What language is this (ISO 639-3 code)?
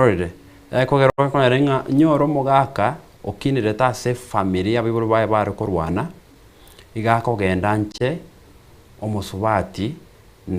guz